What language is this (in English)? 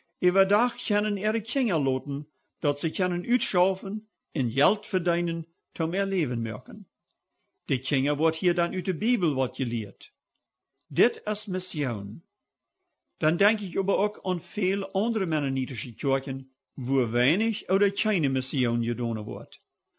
Plautdietsch